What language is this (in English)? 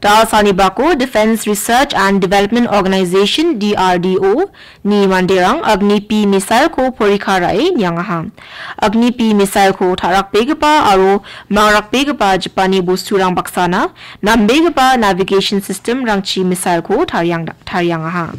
Garo